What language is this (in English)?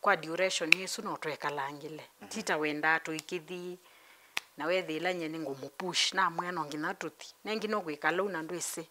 Kamba